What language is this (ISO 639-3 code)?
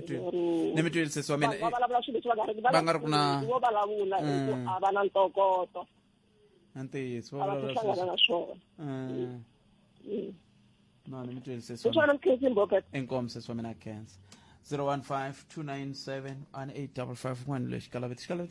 tso